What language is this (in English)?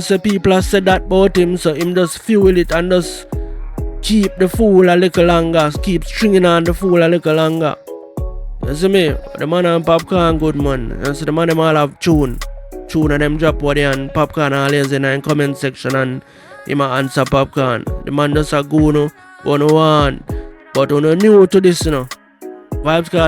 Jamaican Creole English